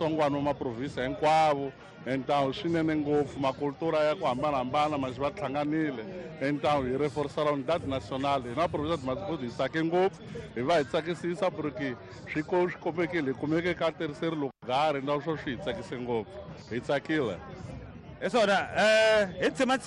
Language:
Tsonga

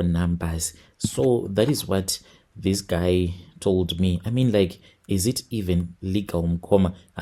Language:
Shona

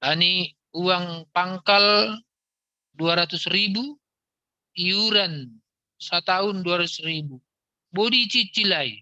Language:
Batak Simalungun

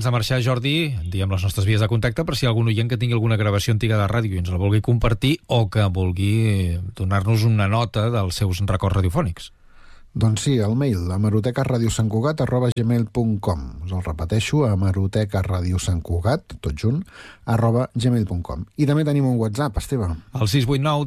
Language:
Catalan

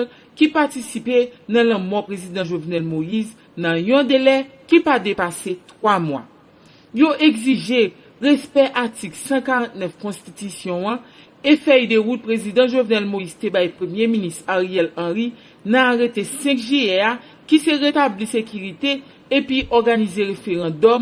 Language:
Haitian Creole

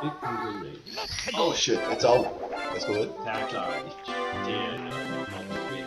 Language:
Faroese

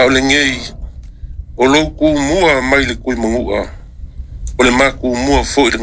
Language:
Samoan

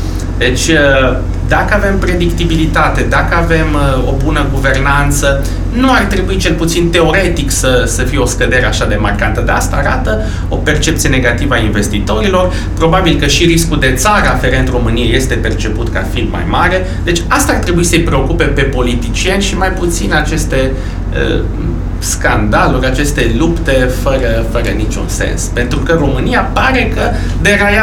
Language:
Romanian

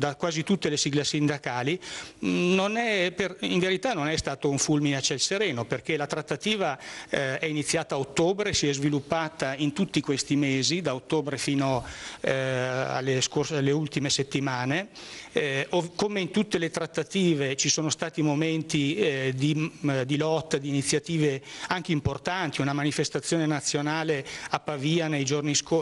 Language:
Italian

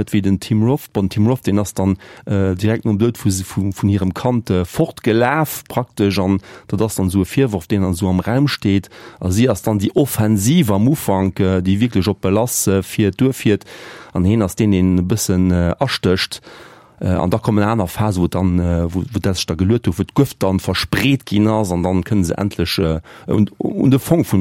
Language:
Luxembourgish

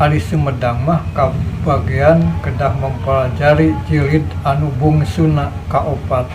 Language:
Sundanese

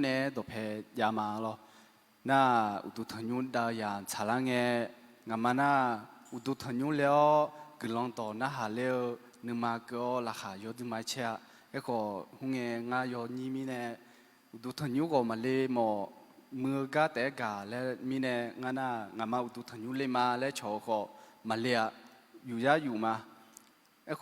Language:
Akha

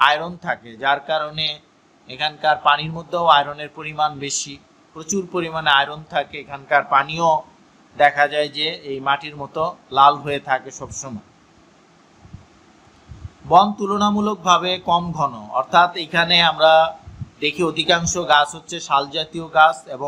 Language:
Bangla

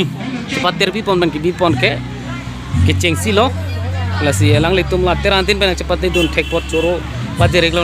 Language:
Karbi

